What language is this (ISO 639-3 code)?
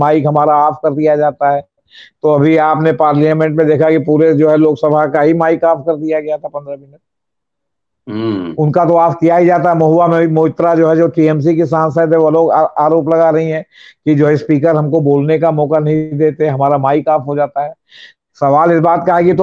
hin